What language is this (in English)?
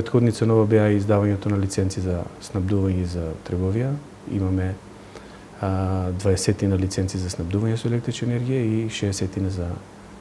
Macedonian